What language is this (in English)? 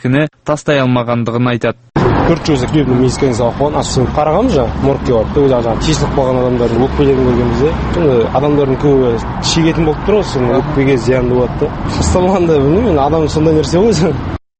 Kazakh